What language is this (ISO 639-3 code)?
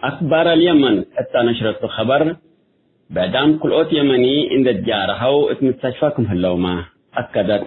tig